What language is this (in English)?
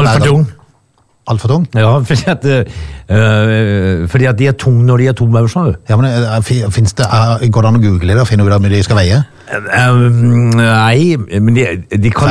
Norwegian